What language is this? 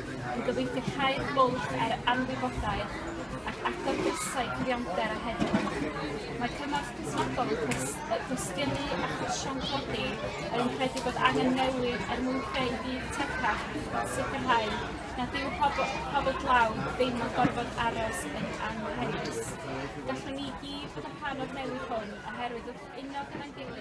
Welsh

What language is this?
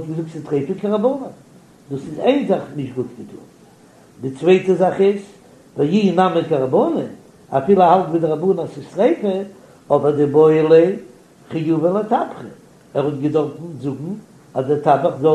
Yiddish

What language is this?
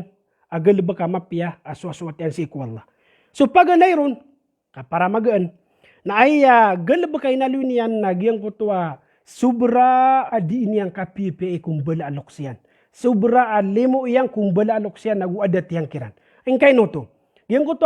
Maranao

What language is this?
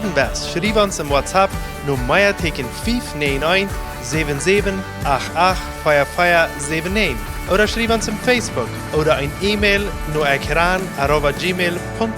Plautdietsch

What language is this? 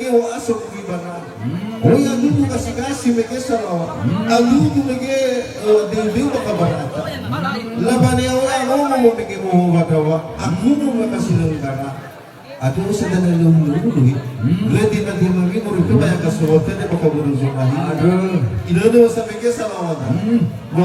Nias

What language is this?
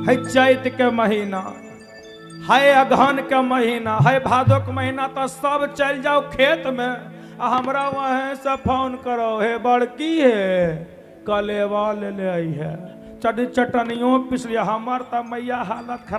Magahi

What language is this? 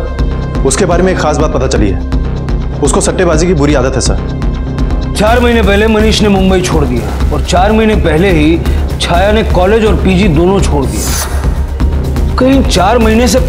Hindi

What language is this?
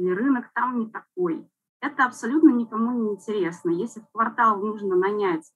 Russian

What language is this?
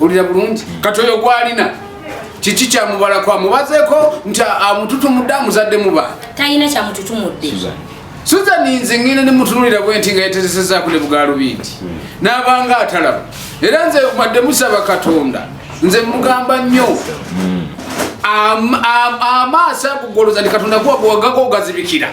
Ganda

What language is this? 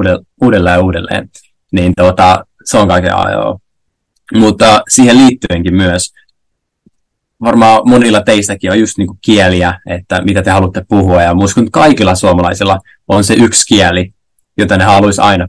Finnish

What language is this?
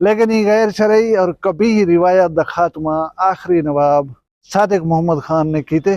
Saraiki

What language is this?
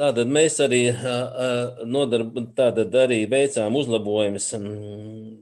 Latvian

